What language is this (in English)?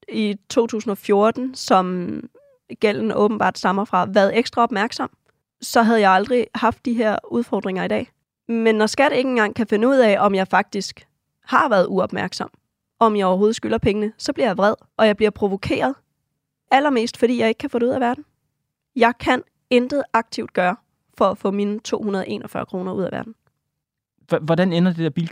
Danish